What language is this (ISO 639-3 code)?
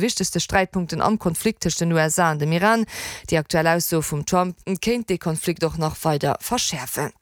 ltz